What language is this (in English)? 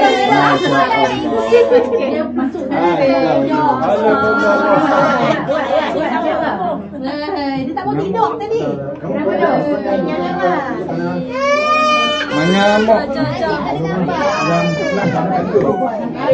Malay